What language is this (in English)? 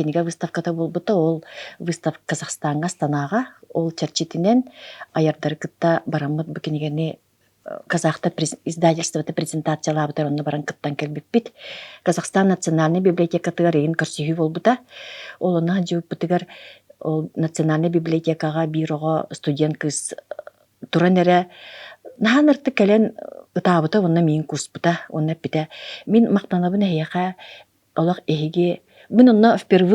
Yakut